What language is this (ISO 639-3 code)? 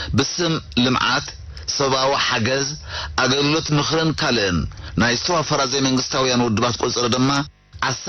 tir